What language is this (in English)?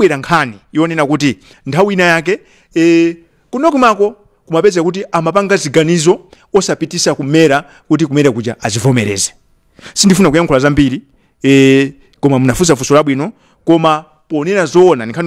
Nyanja